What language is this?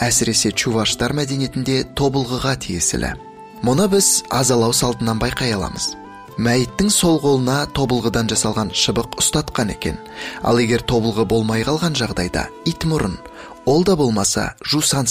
Kazakh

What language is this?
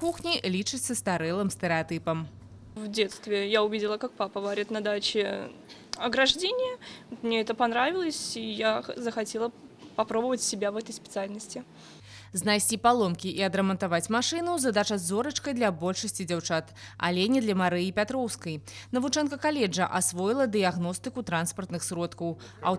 Belarusian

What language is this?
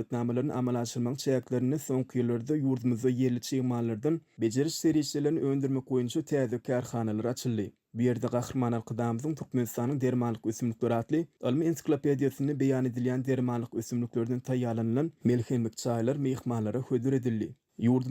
Turkmen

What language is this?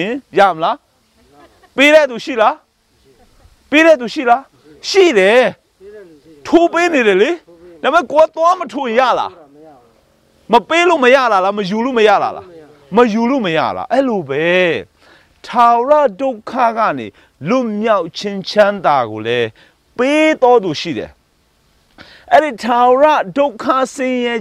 Burmese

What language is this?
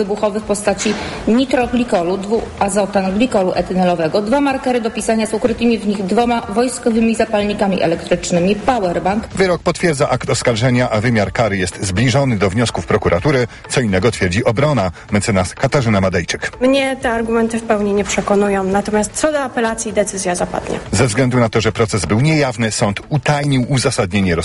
Polish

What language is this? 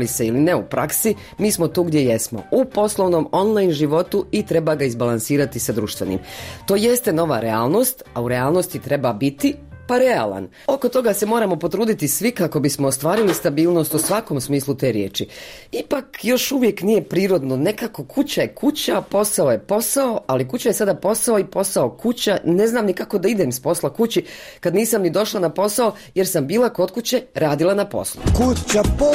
Bosnian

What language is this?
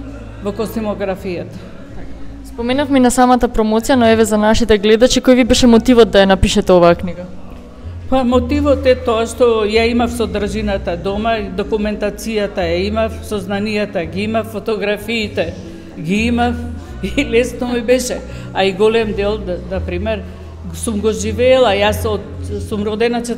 Macedonian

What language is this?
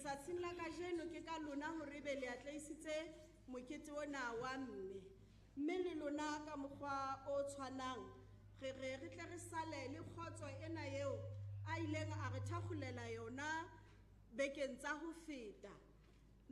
Southern Sotho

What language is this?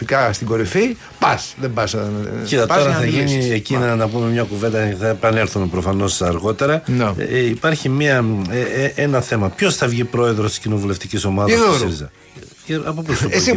Greek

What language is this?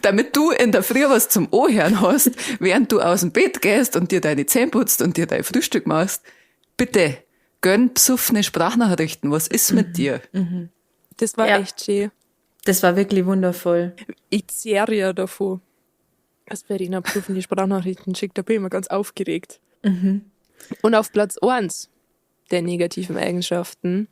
Bavarian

